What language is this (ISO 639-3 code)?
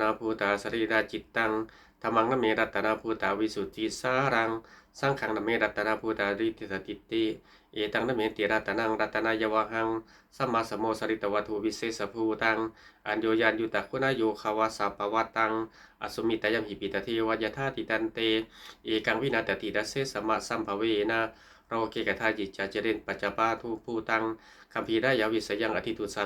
pli